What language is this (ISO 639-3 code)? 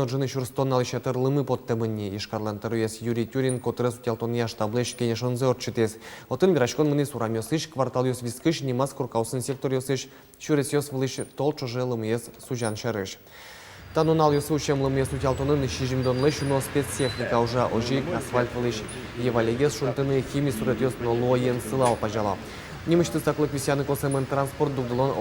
udm